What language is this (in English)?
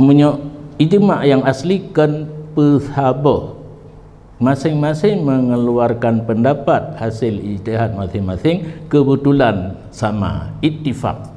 Achinese